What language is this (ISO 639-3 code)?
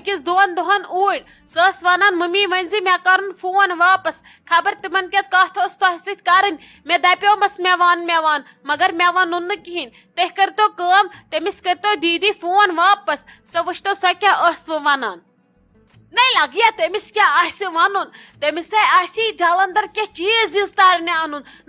kas